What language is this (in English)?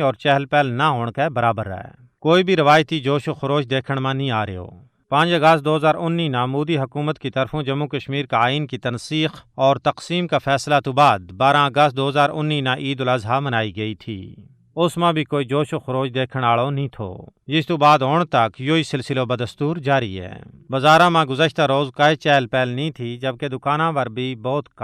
Gujari